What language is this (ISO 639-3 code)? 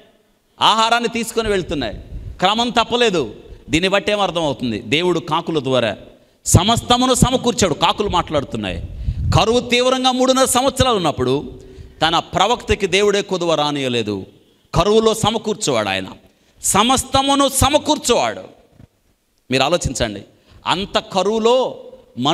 tel